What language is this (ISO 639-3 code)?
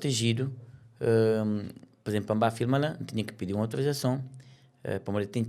kea